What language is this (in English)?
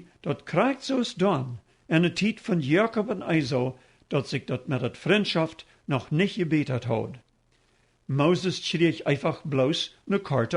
Plautdietsch